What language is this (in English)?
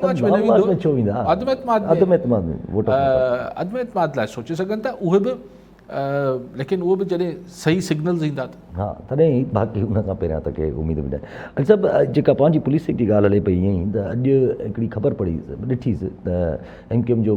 Sindhi